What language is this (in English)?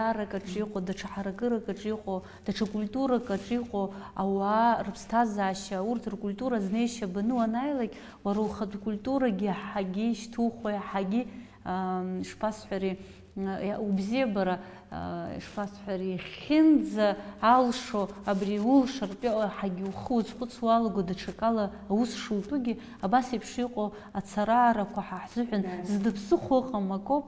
Abkhazian